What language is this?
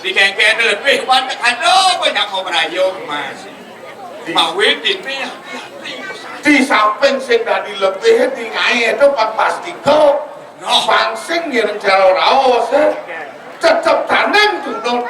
Balinese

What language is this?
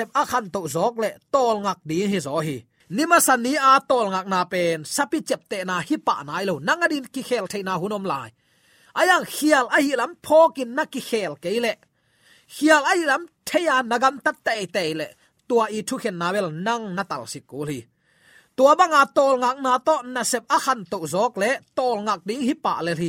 Tedim Chin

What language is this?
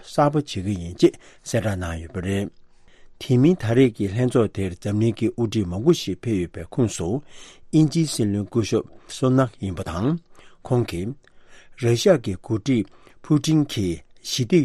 Tibetan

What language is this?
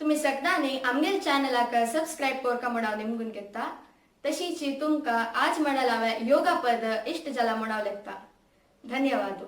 Konkani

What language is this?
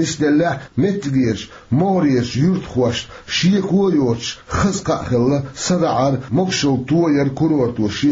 Chechen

